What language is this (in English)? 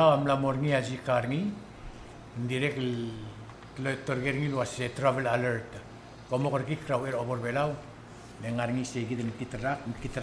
Palauan